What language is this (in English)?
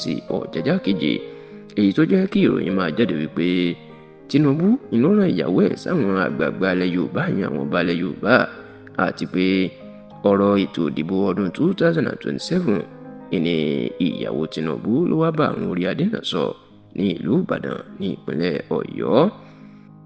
Yoruba